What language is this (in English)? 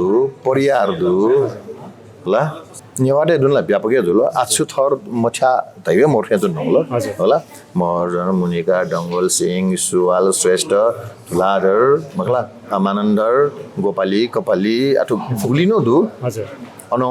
Newari